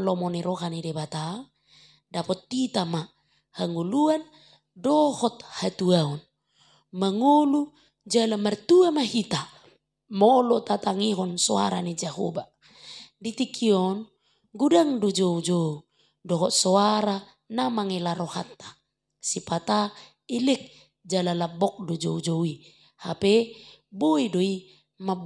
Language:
Batak Toba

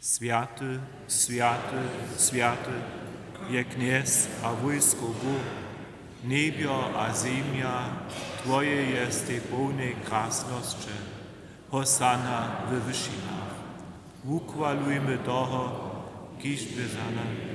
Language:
Upper Sorbian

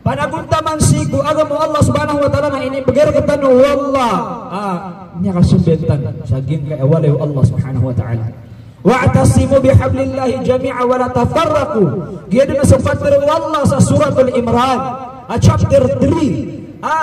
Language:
Maranao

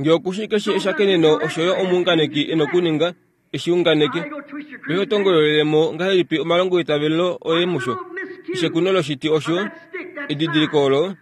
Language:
Kuanyama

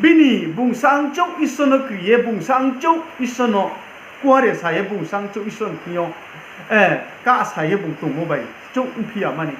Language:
Riang (India)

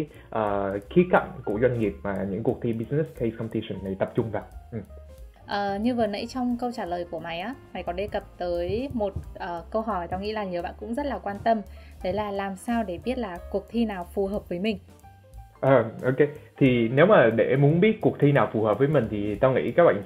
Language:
Vietnamese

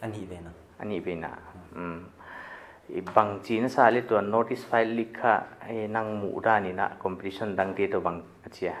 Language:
Paite Chin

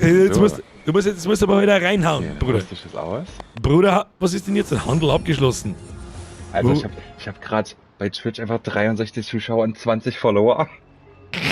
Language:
Bavarian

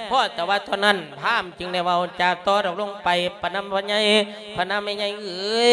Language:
Lao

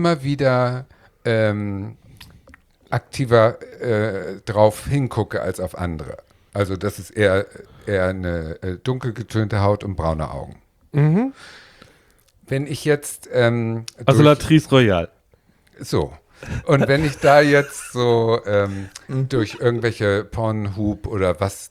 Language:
German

